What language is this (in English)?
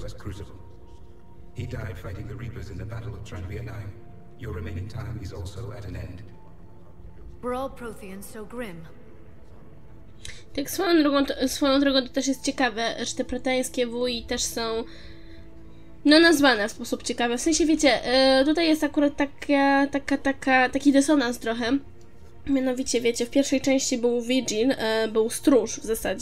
Polish